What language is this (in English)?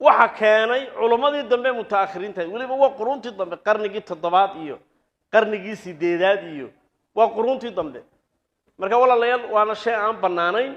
Somali